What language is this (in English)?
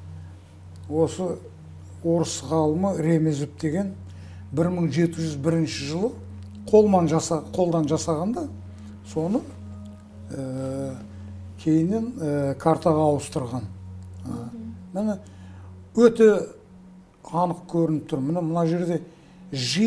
Kazakh